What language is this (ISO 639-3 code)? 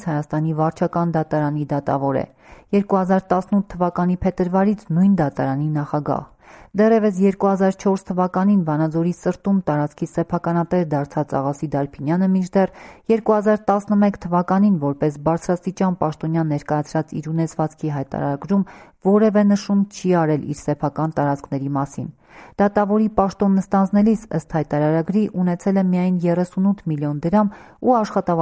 hye